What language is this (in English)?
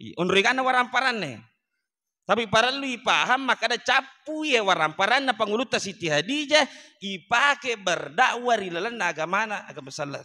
Buginese